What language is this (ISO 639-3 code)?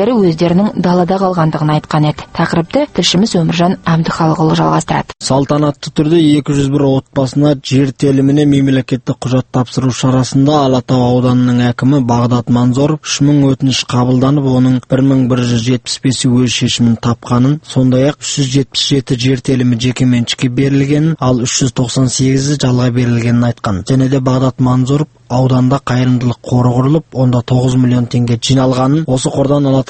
kaz